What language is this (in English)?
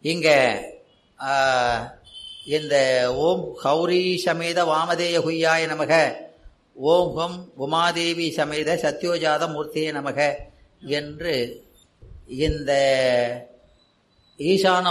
Tamil